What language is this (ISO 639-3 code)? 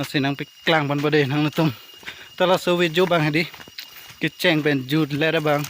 mjw